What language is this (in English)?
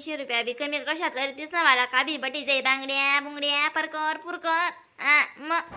Khandesi